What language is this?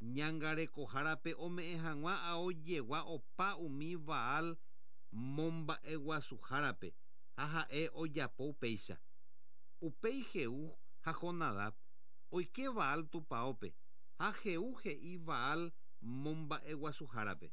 Guarani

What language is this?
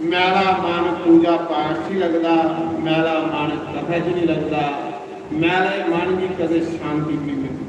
Dogri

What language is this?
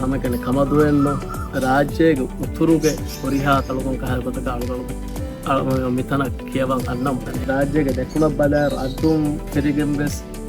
Divehi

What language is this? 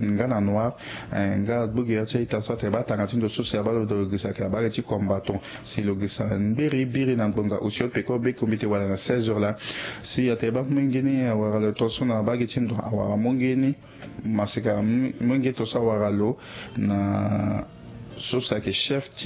Sango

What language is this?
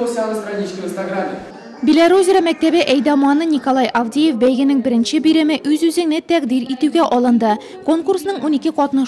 Tatar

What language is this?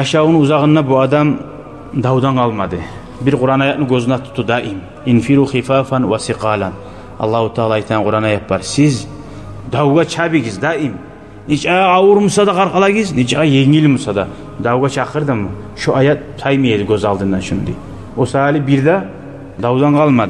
Kumyk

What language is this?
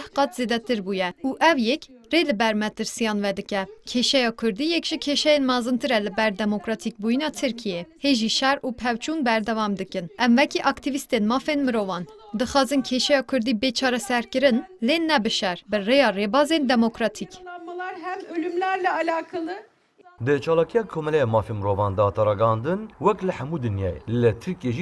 Kurdish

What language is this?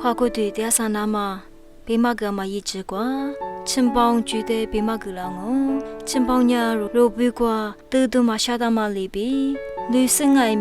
Lisu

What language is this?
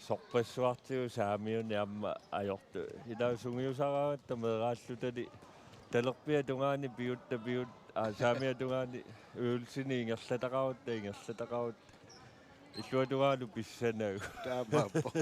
Kalaallisut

